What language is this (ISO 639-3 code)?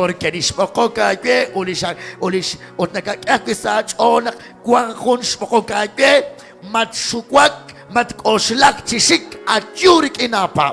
kek